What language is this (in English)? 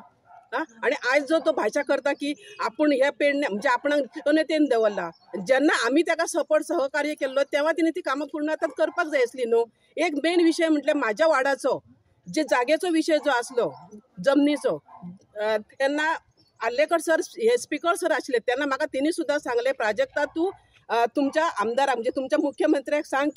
Konkani